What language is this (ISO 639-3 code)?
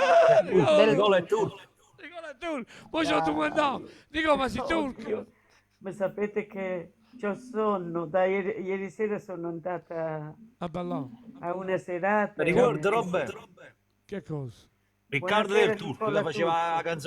nap